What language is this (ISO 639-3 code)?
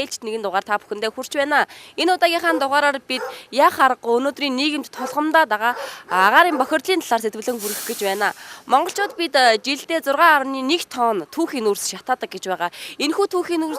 mon